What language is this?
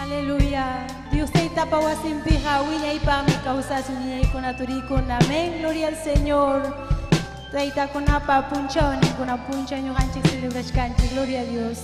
Ayacucho Quechua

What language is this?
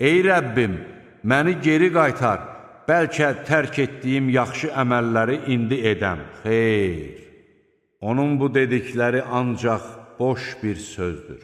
Azerbaijani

